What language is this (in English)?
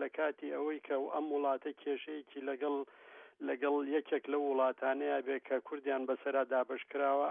Central Kurdish